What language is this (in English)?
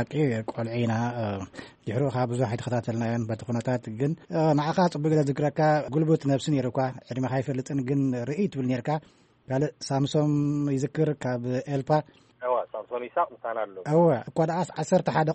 Tigrinya